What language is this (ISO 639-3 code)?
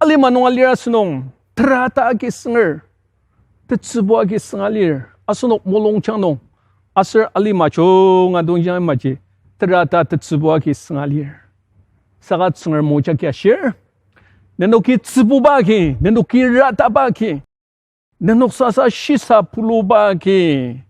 njo